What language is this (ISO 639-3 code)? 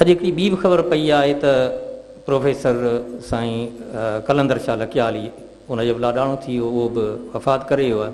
snd